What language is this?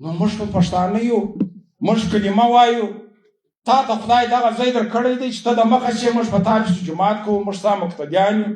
Pashto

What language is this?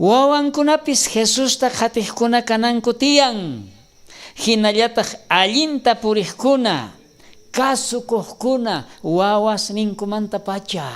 South Bolivian Quechua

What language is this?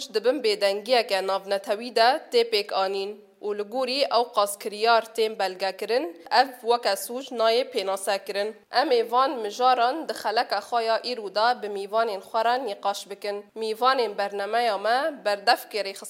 Kurdish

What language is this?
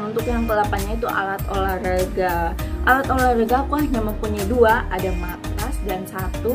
Indonesian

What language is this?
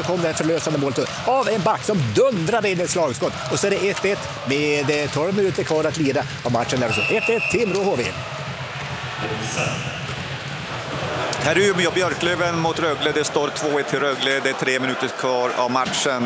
Swedish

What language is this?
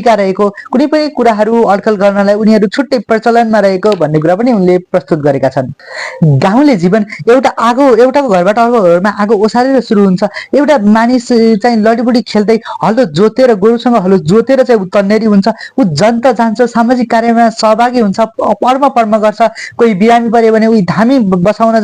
Nepali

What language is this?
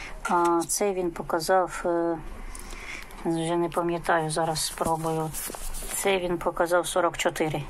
Ukrainian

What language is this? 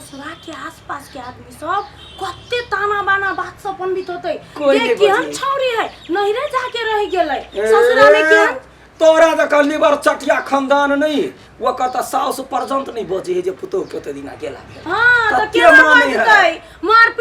Maithili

